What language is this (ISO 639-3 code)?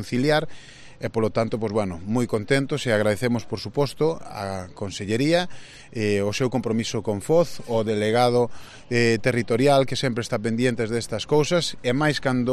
glg